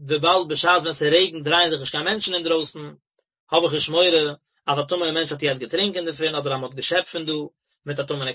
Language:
Yiddish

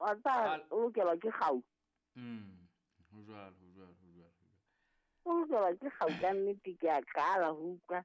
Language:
Southern Sotho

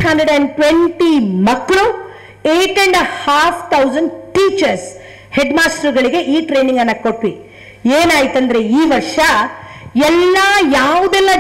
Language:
Kannada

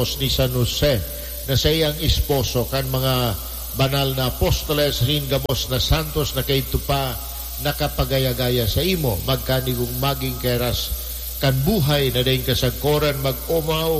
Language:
Bikol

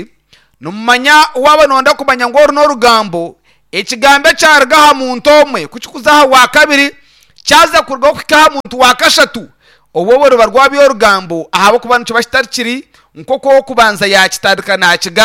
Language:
Nyankole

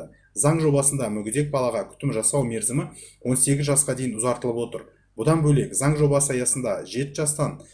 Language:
Kazakh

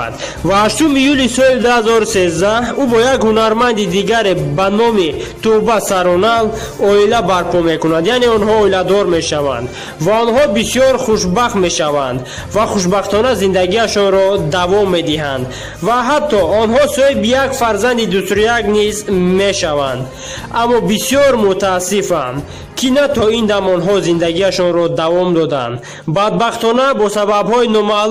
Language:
Tajik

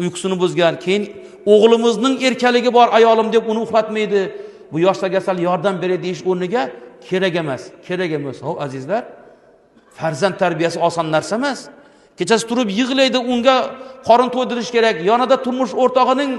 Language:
Uzbek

